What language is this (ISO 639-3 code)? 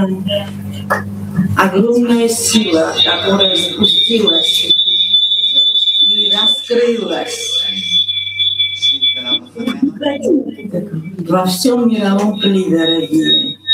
rus